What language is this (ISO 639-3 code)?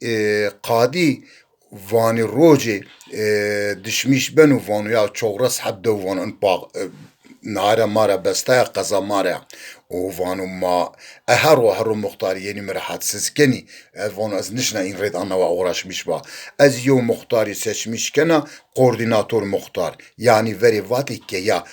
zza